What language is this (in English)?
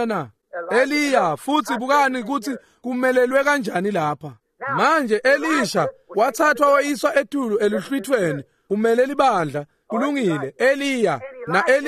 Swati